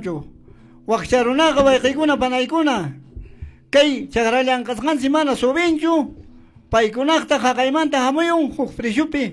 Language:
Quechua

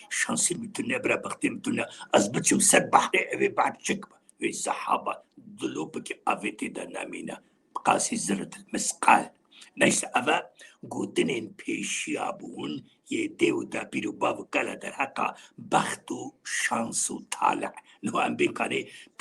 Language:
Kurdish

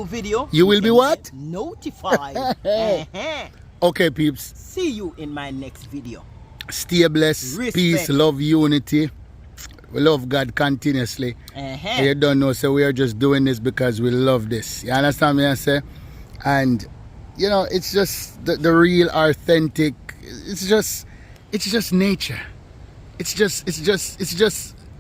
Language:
Jamaican Creole English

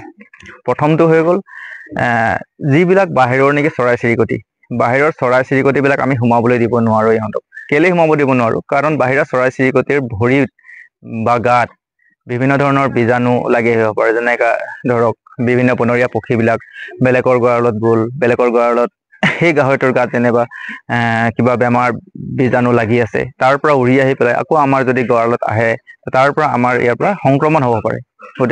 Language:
Assamese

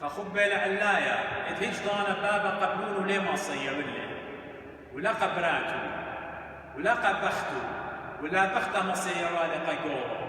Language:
Assyrian Neo-Aramaic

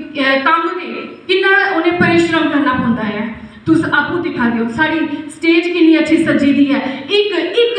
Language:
Dogri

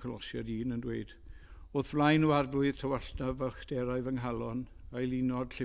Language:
Welsh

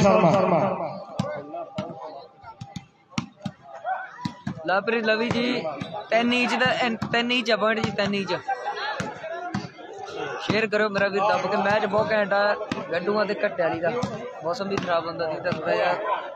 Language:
Punjabi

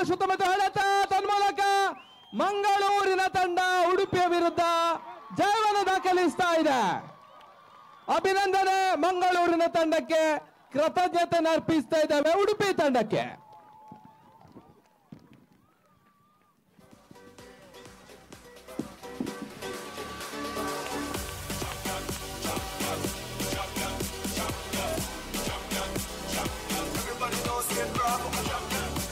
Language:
Kannada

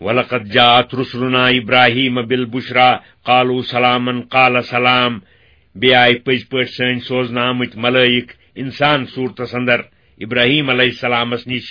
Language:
Kashmiri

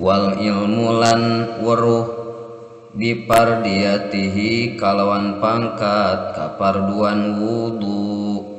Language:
Sundanese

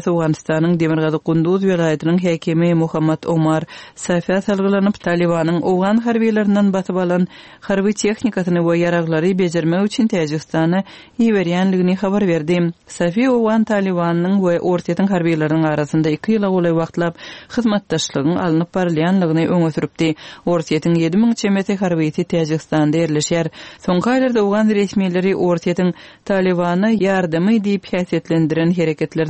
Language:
Turkmen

